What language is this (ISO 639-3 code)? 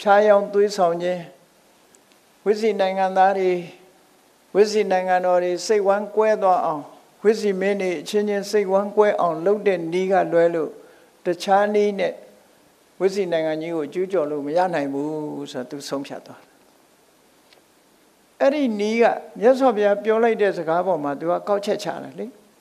mya